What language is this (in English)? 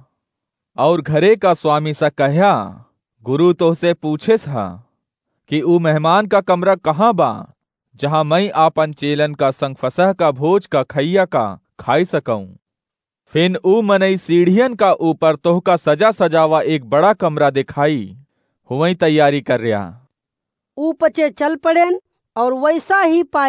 Awadhi